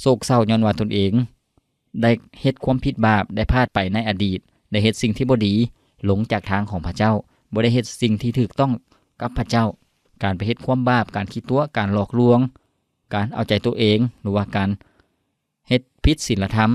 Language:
Lao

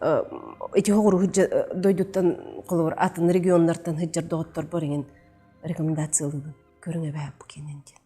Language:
Yakut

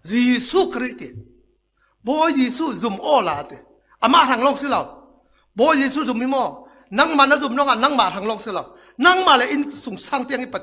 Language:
Falam Chin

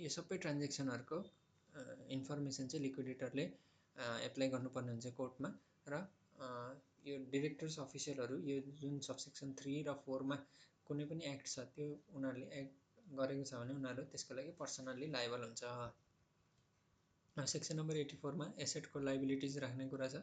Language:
Nepali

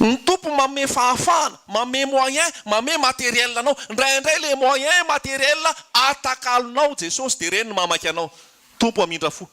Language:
Malagasy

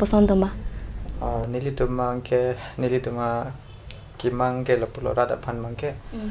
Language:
Karbi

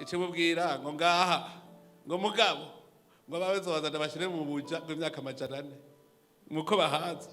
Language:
Rundi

